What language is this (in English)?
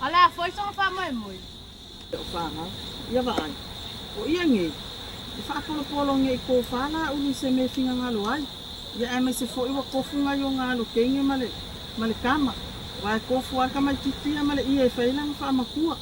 Samoan